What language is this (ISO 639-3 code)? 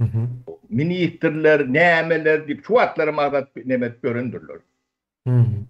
tuk